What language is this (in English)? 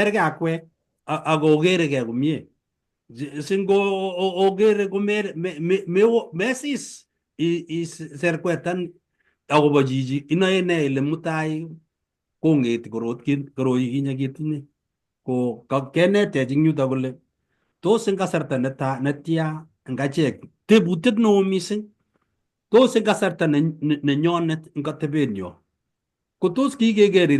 Kalenjin